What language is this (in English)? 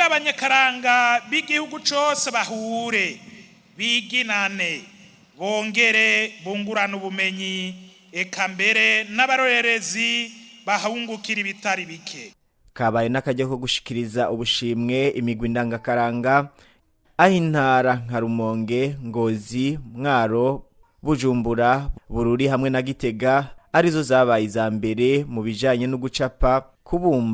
Rundi